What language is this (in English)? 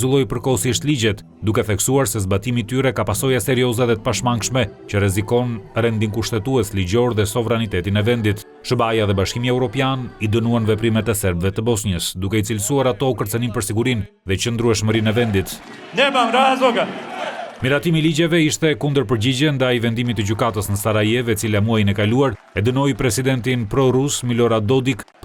Albanian